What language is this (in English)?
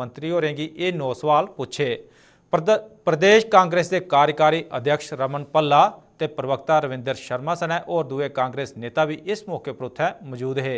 Dogri